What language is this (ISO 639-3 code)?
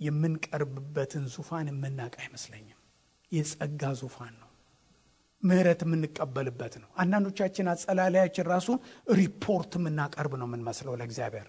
amh